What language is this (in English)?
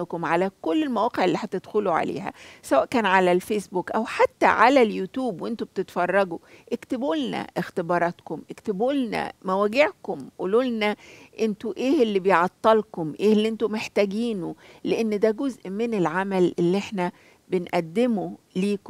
Egyptian Arabic